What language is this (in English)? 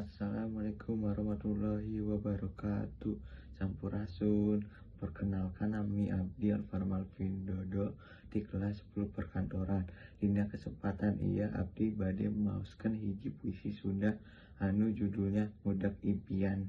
Sundanese